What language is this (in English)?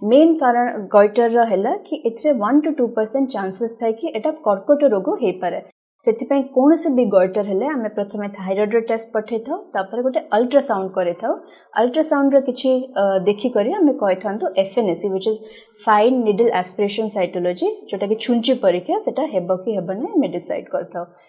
Odia